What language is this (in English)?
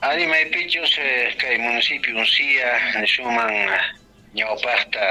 South Bolivian Quechua